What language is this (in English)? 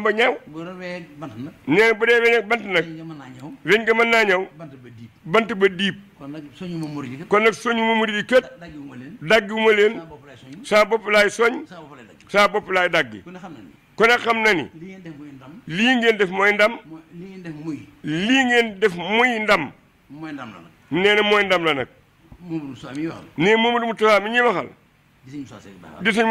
Wolof